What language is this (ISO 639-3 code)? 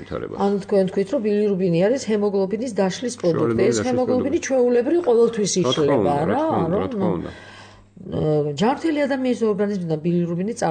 kat